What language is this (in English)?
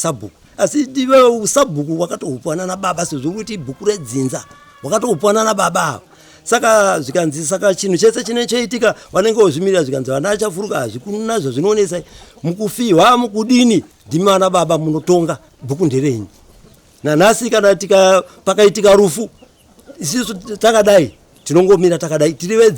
Shona